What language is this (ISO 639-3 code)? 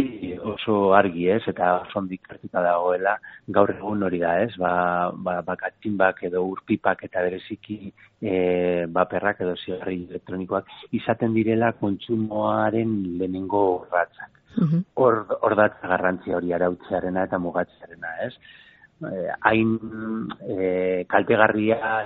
eus